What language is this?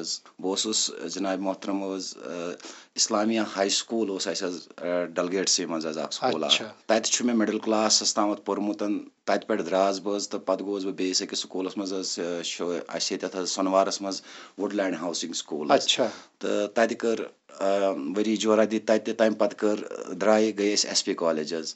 Kashmiri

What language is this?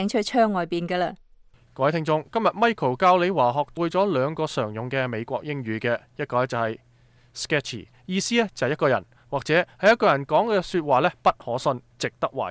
Cantonese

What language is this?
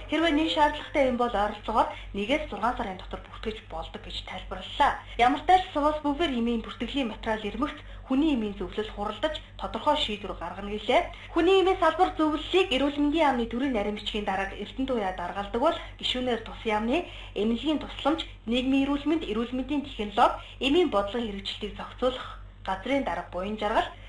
Mongolian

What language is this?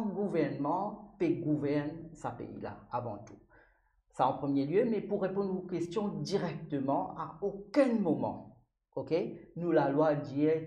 Morisyen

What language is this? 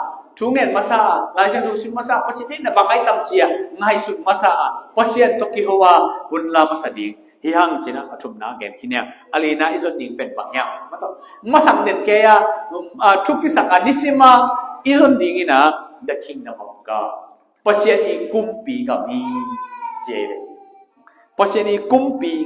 Tedim Chin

